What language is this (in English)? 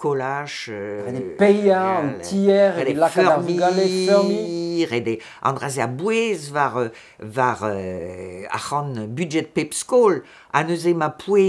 Breton